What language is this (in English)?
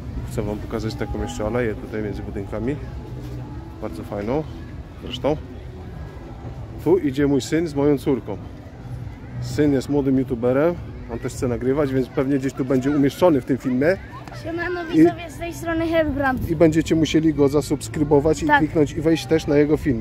Polish